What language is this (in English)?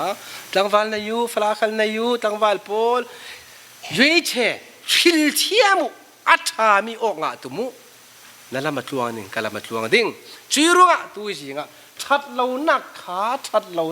Falam Chin